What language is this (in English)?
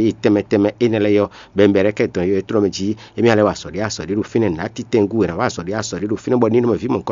Fon